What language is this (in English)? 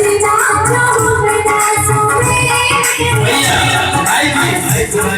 Maithili